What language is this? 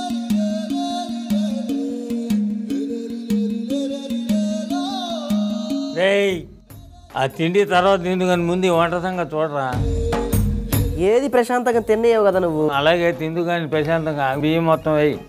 Telugu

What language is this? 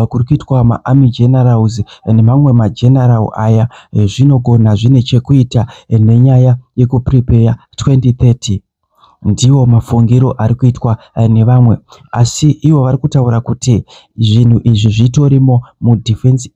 Shona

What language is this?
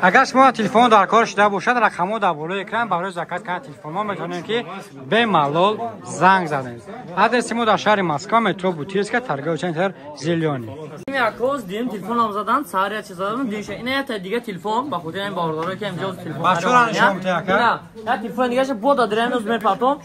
Tajik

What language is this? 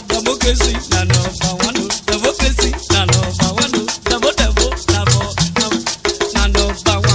Urhobo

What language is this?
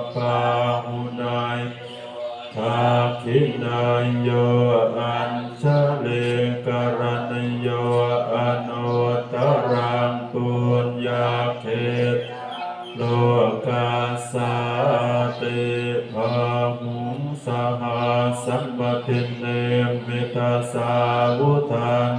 Pali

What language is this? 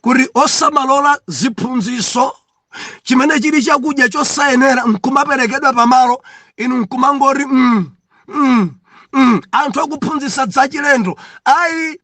Nyanja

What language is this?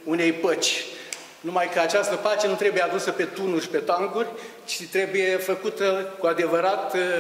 Romanian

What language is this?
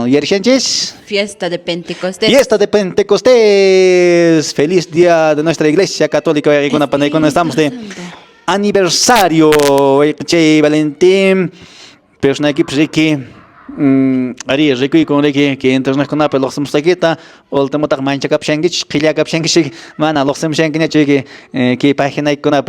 Quechua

